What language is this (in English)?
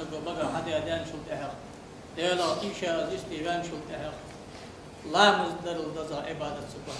Ingush